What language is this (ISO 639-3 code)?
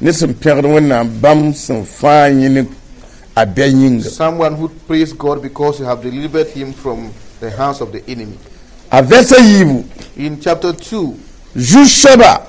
mos